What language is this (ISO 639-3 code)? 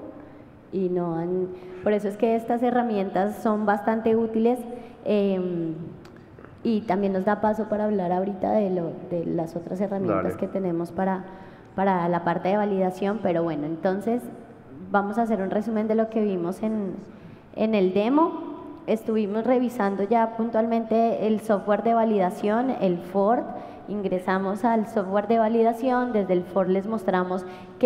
spa